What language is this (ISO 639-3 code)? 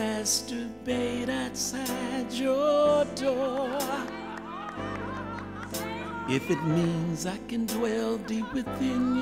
eng